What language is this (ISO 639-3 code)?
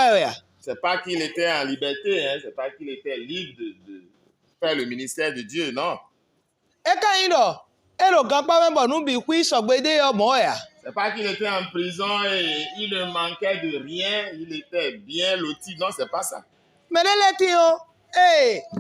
fon